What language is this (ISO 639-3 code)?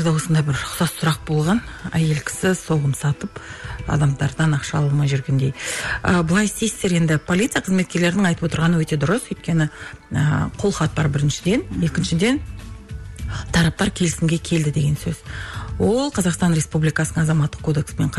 kaz